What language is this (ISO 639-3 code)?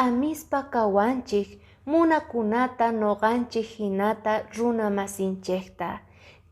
que